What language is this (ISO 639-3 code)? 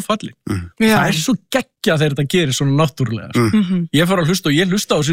isl